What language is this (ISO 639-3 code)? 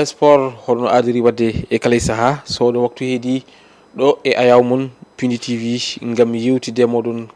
ful